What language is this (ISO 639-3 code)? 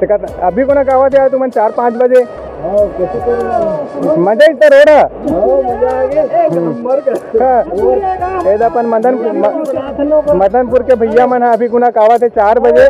hne